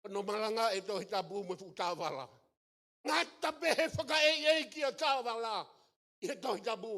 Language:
Tongan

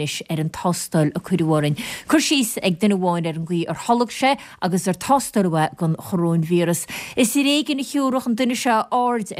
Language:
Irish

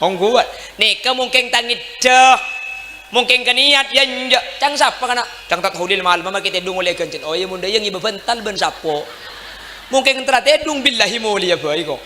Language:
Madurese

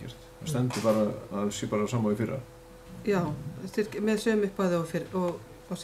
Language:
Icelandic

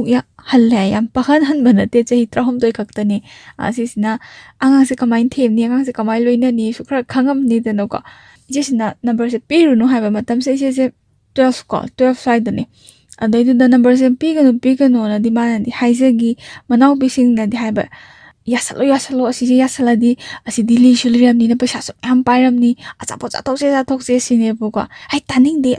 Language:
Manipuri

